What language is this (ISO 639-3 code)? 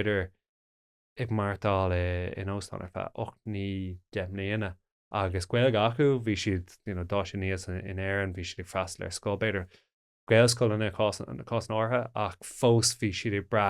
gle